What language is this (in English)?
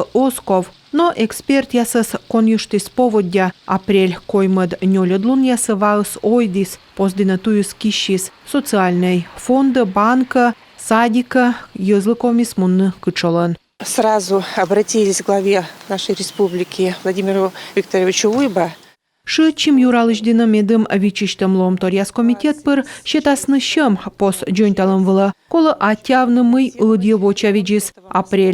Komi